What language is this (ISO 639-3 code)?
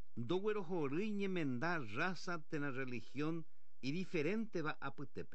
grn